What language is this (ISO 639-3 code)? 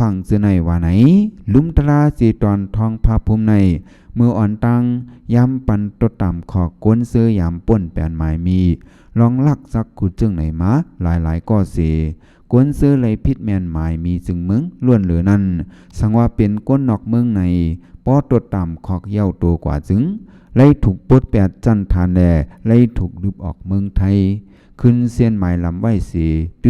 shn